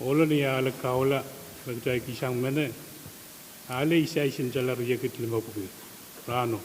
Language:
Pohnpeian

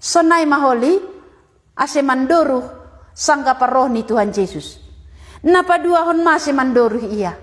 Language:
Batak Simalungun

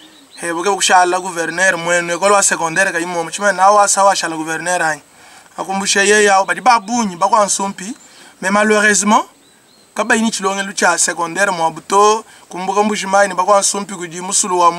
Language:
Luba-Lulua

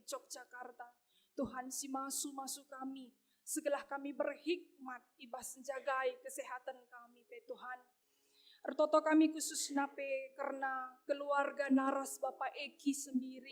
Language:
Batak Karo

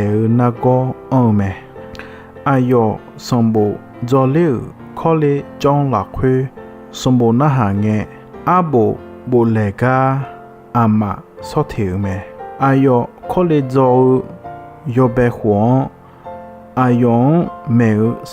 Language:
Akha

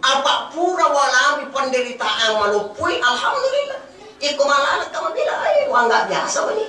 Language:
Buginese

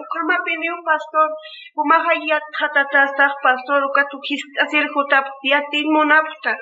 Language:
Aymara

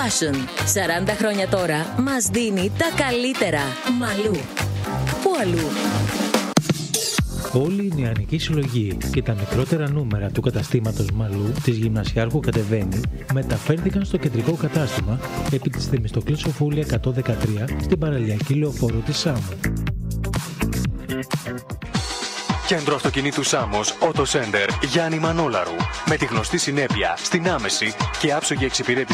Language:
Greek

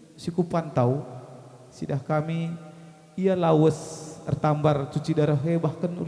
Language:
Batak Karo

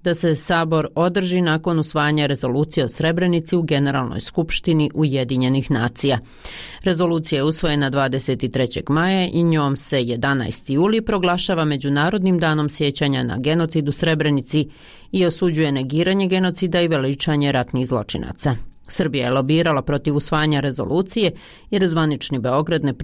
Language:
Bosnian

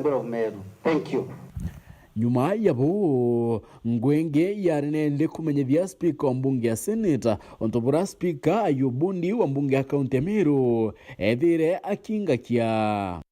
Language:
Meru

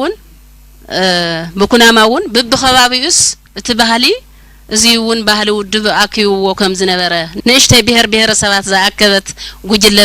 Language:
Tigrinya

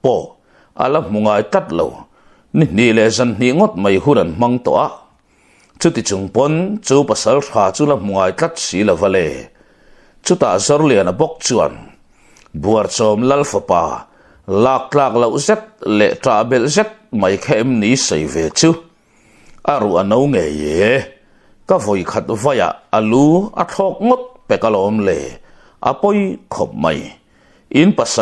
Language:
Mizo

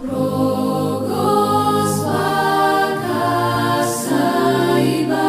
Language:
Konkani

